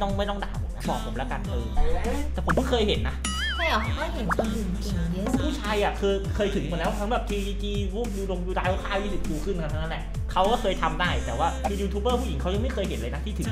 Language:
Thai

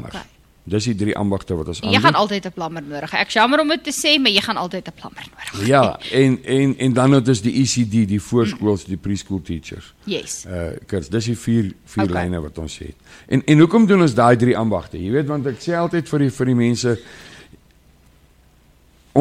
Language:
Afrikaans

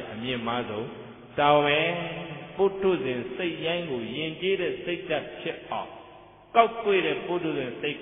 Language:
Burmese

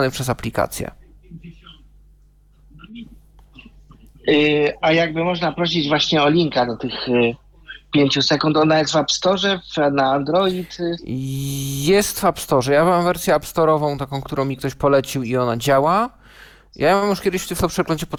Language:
Polish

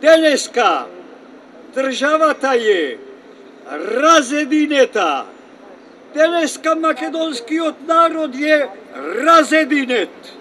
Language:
Macedonian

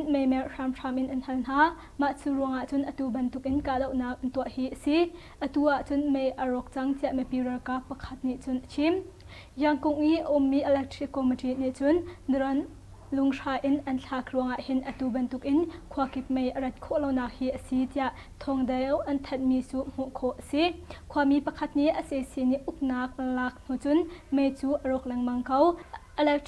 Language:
Hakha Chin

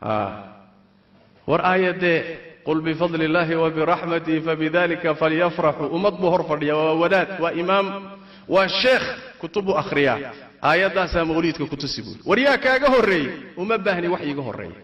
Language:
Somali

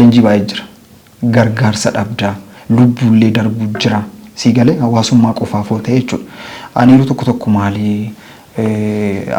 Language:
Oromo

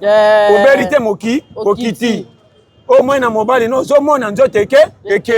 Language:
Lingala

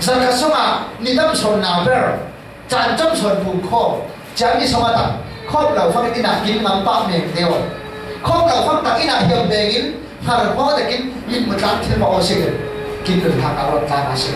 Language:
Falam Chin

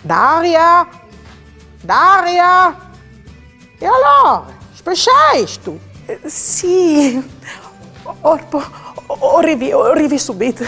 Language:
Friulian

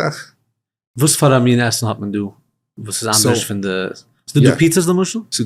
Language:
Yiddish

